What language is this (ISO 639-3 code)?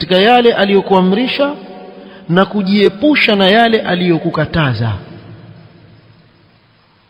swa